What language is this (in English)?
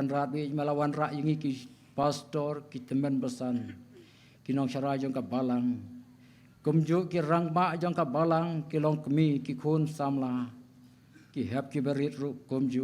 Khasi